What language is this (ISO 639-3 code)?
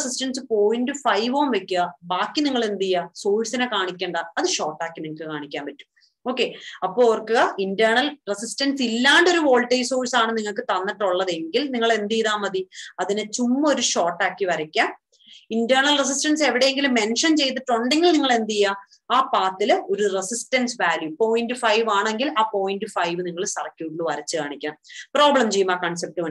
mal